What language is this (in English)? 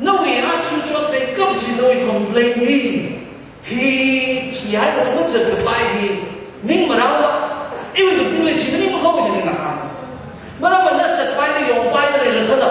Tangkhul Naga (India)